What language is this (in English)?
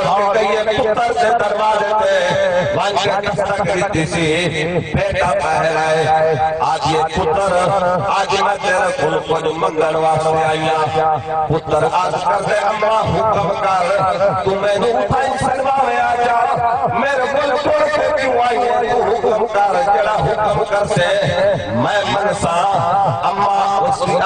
Saraiki